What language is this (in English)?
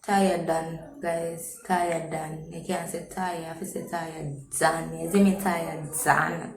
Jamaican Creole English